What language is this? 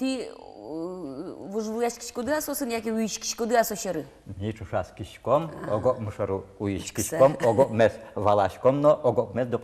Udmurt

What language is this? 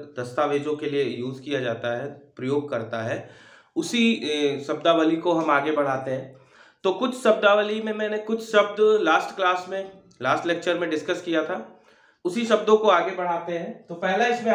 Hindi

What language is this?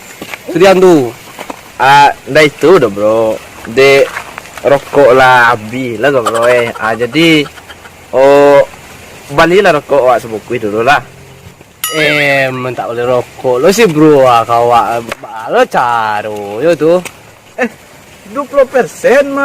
Minangkabau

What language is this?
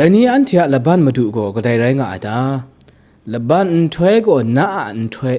Kachin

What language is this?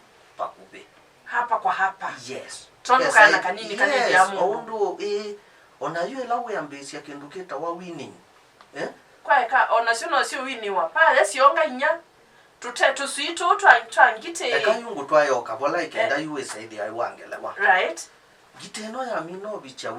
Kamba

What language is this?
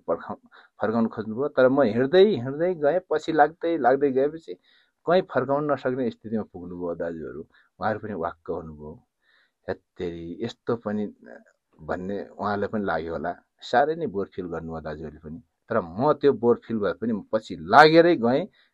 Nepali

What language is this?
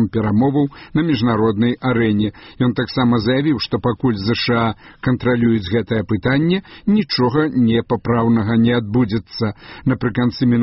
Belarusian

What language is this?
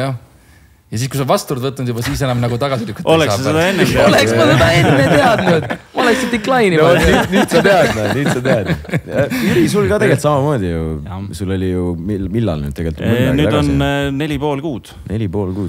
Estonian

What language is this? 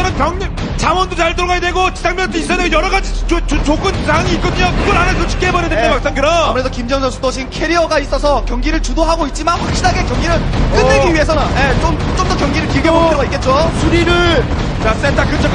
Korean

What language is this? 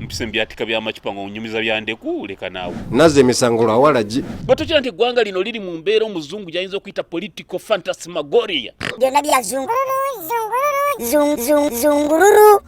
Ganda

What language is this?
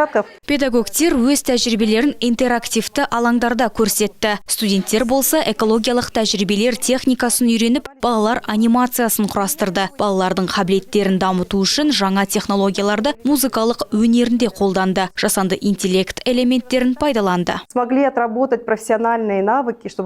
Kazakh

